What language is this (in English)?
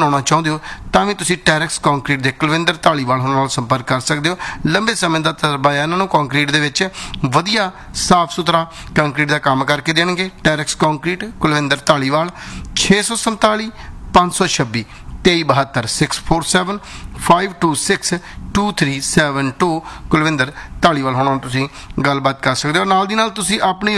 Punjabi